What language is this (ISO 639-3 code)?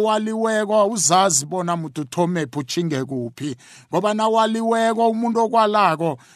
nbl